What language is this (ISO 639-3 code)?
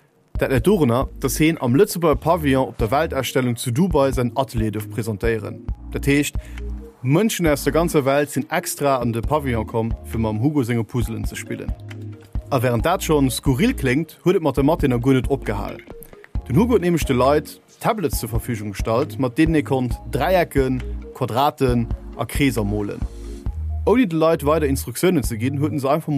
ltz